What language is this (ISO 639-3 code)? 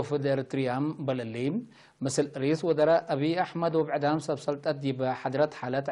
tig